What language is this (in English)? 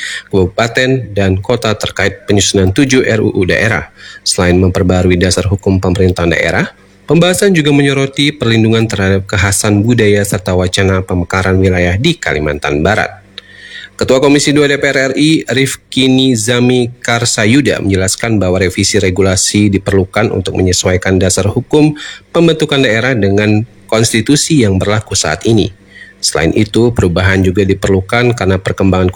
Indonesian